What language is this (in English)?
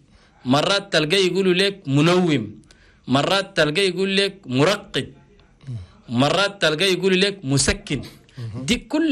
Chadian Arabic